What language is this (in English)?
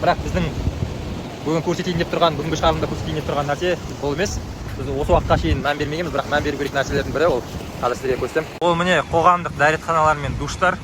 Kazakh